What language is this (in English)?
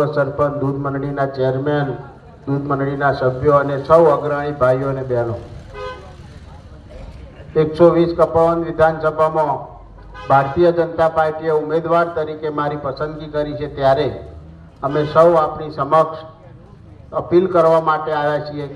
Gujarati